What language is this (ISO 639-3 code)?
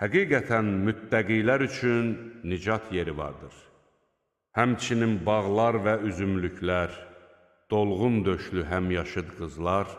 aze